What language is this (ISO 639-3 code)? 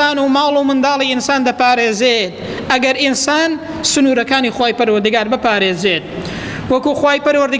ckb